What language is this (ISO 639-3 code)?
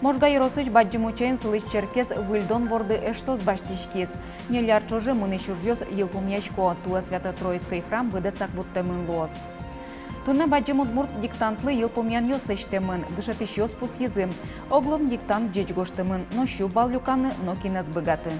udm